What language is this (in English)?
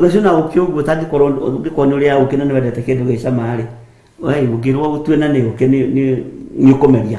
Kikuyu